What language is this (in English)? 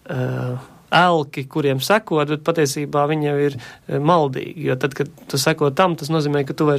Latvian